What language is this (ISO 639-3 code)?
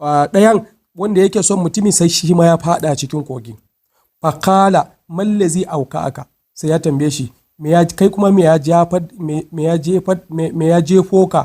hau